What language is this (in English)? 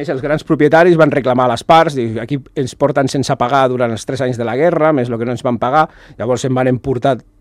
Catalan